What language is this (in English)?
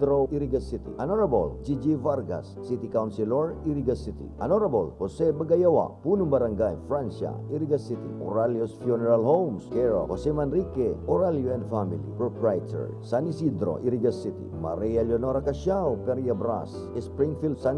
Bikol